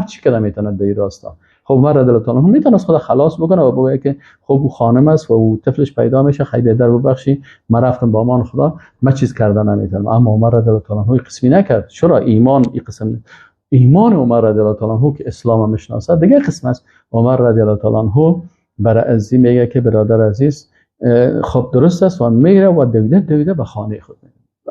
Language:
Persian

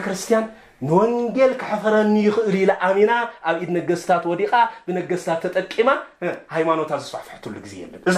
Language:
Tigrinya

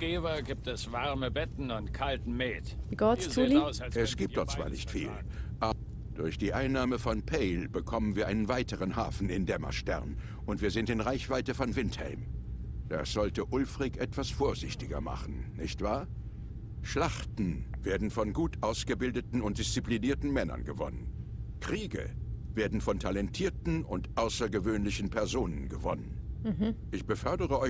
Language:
Swiss German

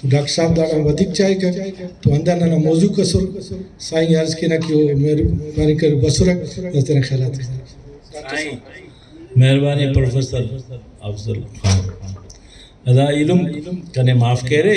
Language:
Brahui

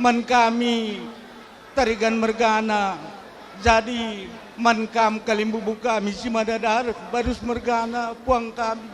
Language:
Batak Karo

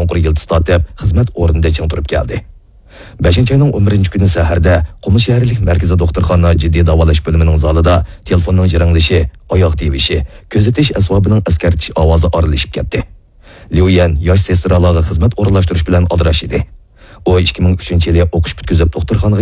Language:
Uyghur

